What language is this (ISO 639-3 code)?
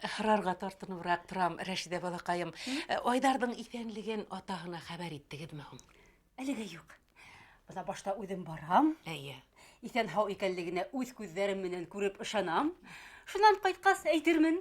bak